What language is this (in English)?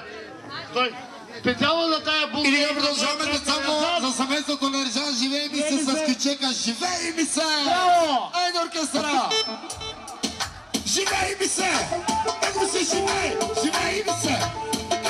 Bulgarian